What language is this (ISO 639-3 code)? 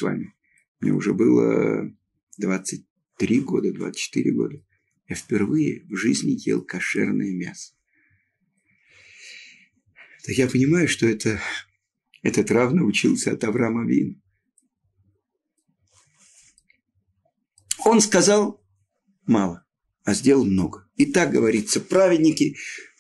rus